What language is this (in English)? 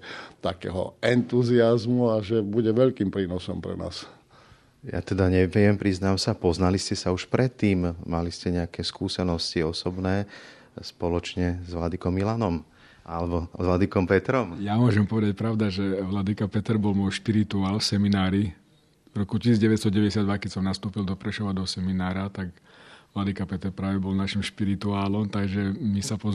Slovak